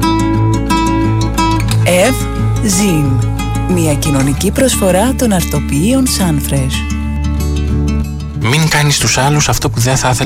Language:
Greek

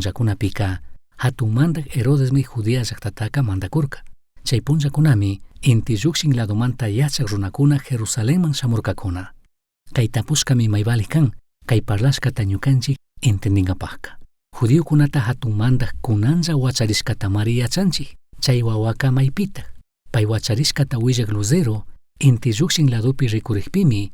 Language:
Chimborazo Highland Quichua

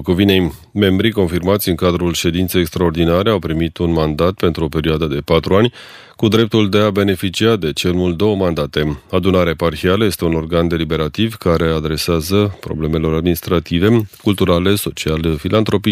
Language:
Romanian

